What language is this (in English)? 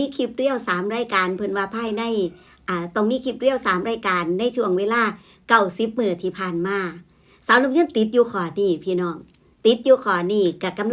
Northeastern Thai